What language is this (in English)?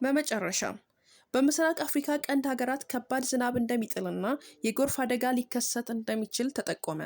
Amharic